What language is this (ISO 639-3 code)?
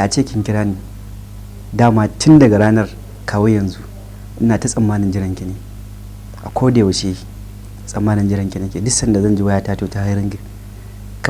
hau